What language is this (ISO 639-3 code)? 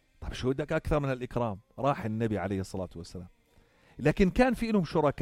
apc